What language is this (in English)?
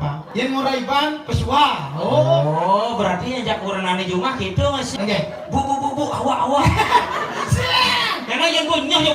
Balinese